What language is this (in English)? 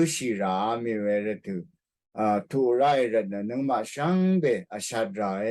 Rawang